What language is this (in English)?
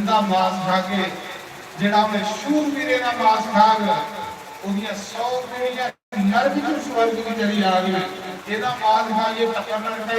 Dogri